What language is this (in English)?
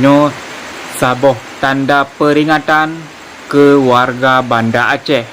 Achinese